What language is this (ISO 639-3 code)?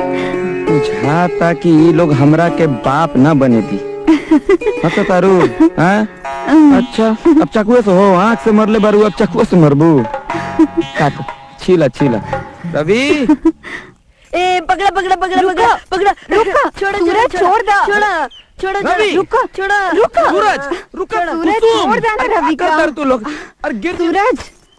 bho